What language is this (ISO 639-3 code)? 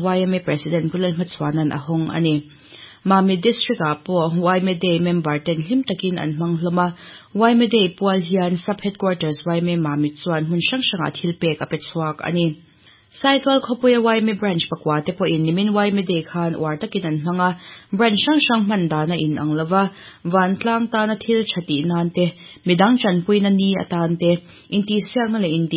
lus